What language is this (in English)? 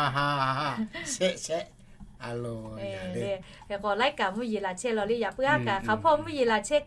Lahu